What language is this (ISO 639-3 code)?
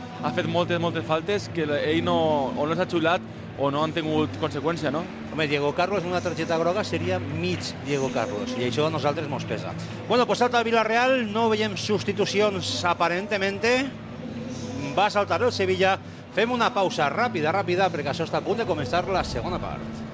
cat